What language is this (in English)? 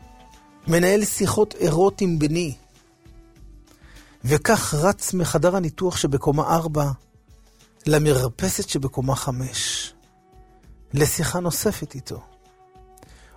Hebrew